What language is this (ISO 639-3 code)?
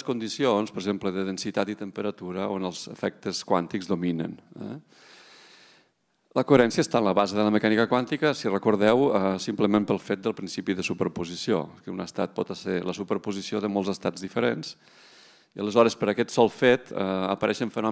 cat